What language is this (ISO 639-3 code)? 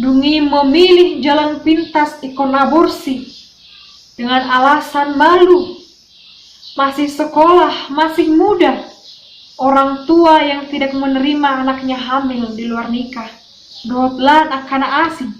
bbc